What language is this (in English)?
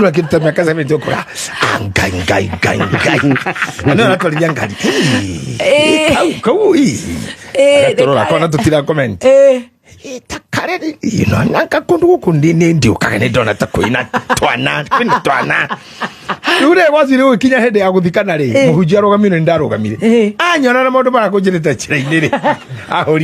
Kikuyu